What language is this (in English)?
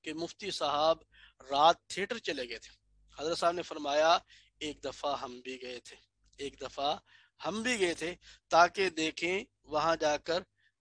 Urdu